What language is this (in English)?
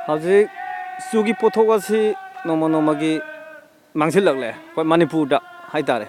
Manipuri